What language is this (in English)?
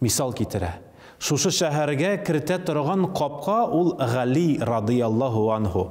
Tatar